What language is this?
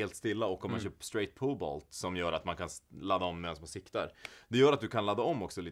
Swedish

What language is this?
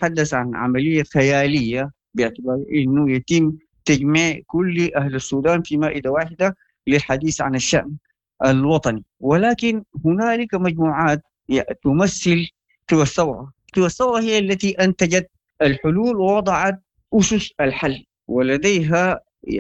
Sudanese Arabic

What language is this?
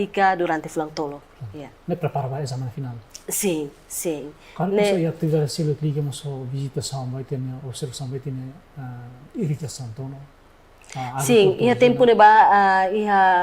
Tetum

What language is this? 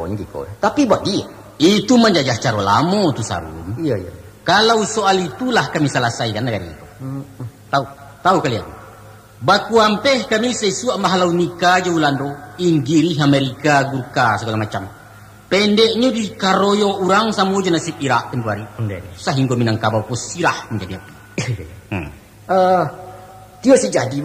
Minangkabau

